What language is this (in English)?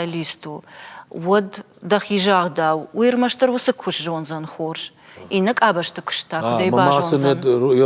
Ossetic